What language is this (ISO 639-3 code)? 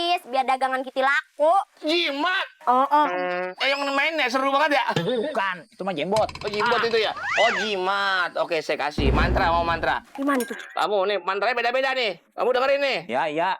bew